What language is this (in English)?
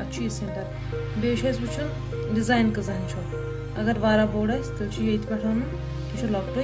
Kashmiri